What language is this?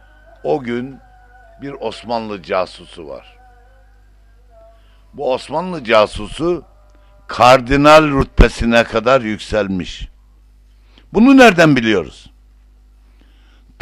Turkish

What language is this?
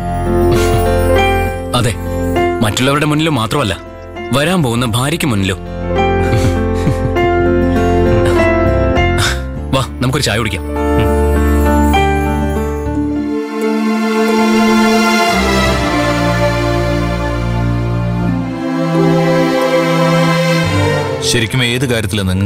Malayalam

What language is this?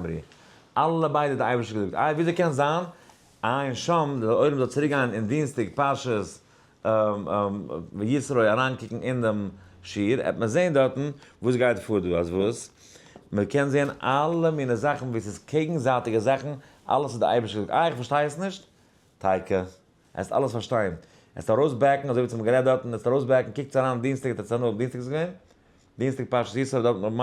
Yiddish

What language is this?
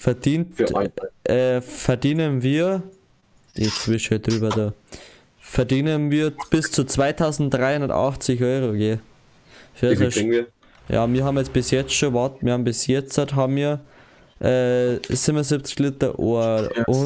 Bavarian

